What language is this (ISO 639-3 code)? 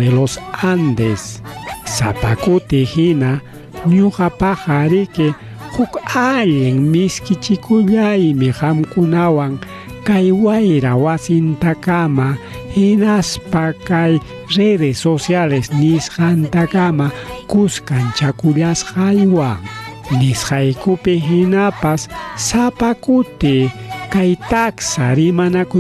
quy